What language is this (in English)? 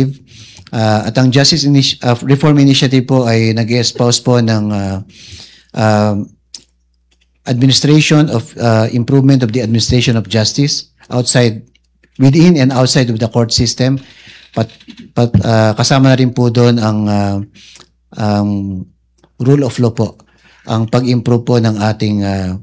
Filipino